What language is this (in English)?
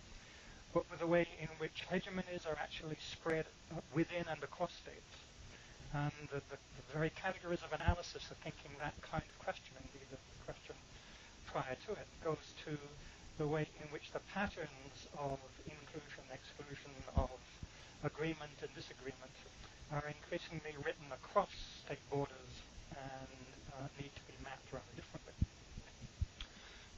English